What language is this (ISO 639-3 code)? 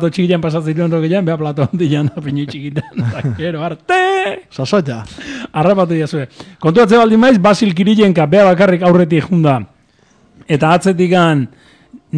eus